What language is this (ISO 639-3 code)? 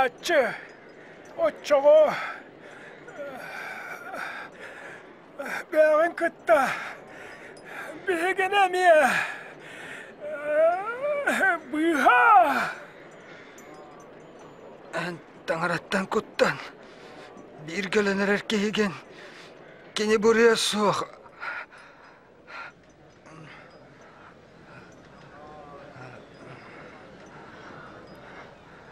sah